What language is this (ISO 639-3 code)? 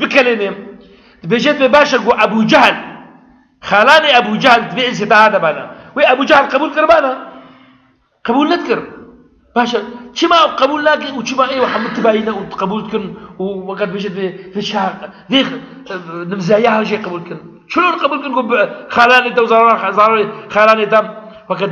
kur